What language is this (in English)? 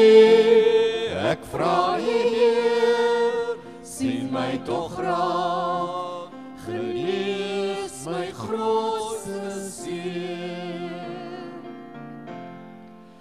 Afrikaans